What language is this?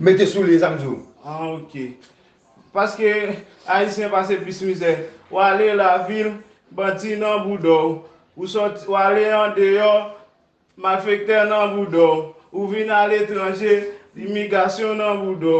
Haitian Creole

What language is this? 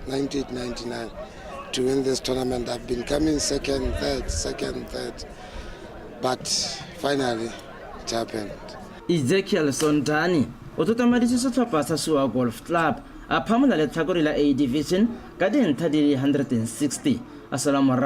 Tswana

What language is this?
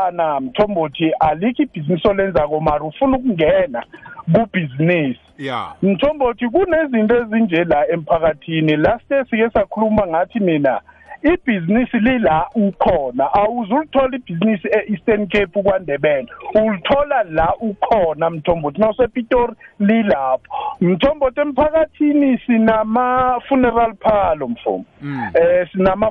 South Ndebele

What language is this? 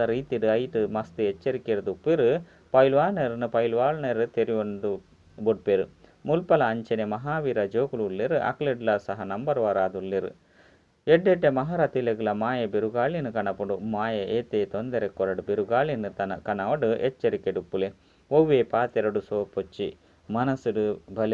Tulu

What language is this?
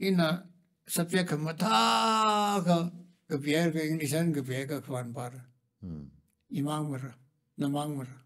Tangkhul Naga (India)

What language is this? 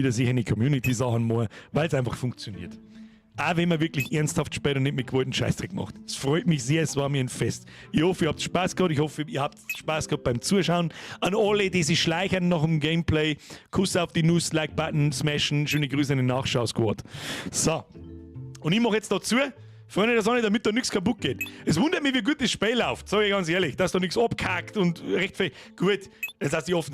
Bavarian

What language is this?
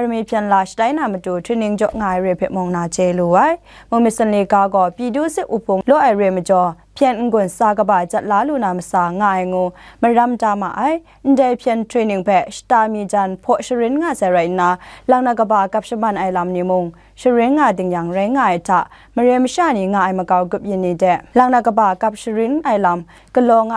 Kachin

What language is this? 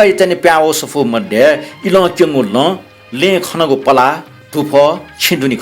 Newari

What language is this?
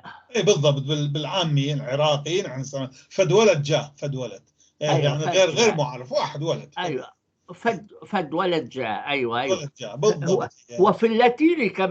North Levantine Arabic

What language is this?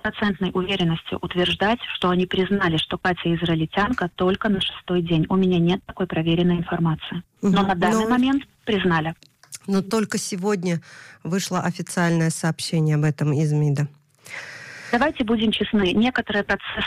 Russian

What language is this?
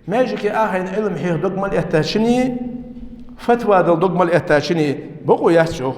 Ingush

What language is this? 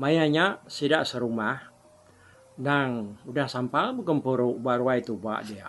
Iban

